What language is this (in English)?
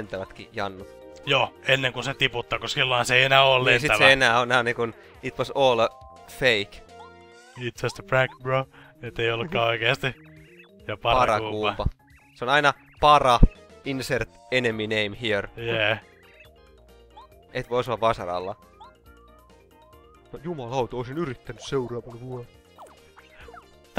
Finnish